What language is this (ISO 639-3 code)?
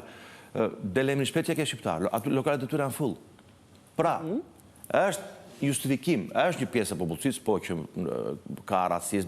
sqi